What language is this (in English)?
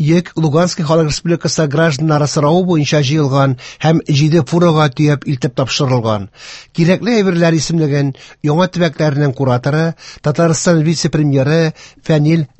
Tatar